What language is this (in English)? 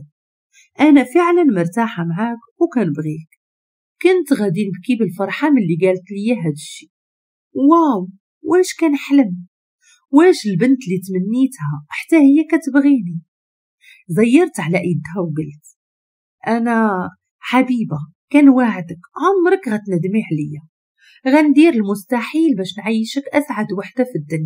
Moroccan Arabic